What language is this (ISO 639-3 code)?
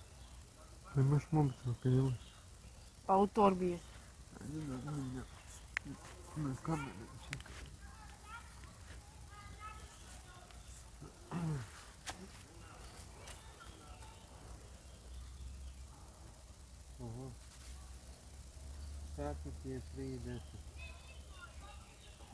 hrv